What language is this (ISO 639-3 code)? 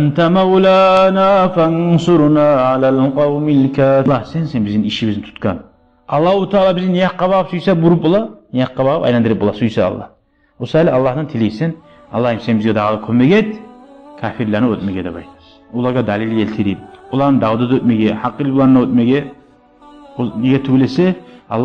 kum